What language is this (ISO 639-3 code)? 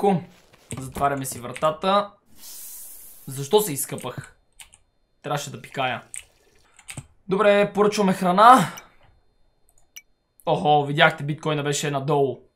bul